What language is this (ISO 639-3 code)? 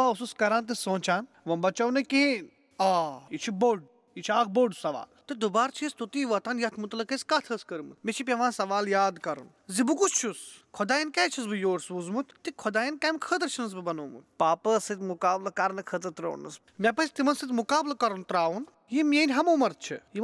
kas